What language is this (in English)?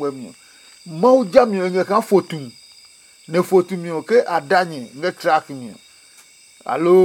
Adangme